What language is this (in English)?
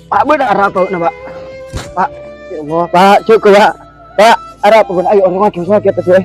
Madurese